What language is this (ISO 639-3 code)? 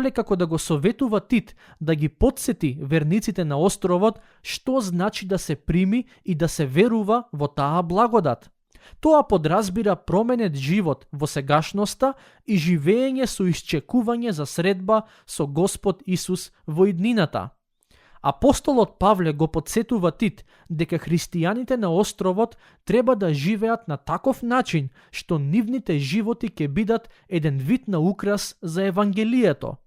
mkd